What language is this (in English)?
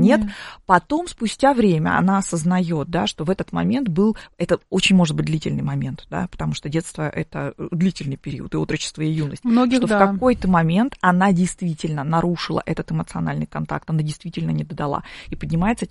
Russian